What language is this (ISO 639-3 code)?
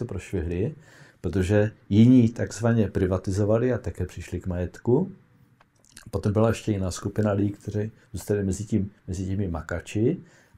ces